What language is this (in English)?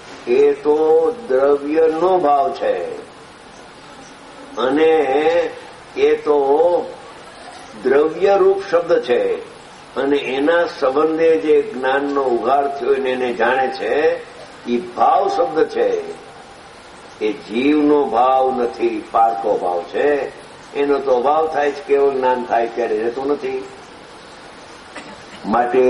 Gujarati